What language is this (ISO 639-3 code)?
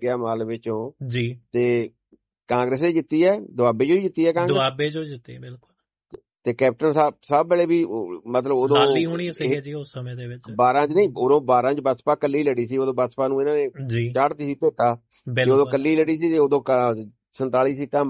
pan